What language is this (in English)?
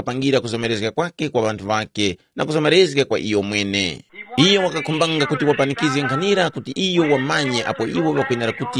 Tumbuka